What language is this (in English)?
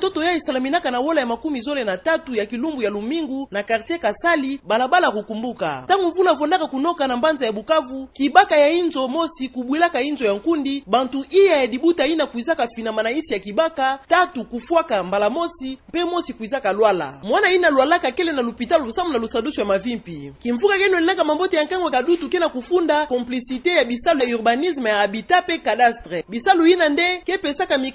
Kituba (Democratic Republic of Congo)